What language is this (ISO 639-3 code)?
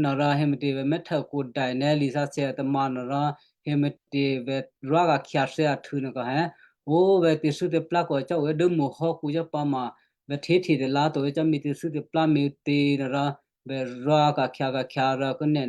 kyu